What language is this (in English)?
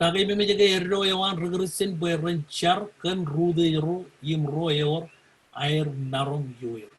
Marshallese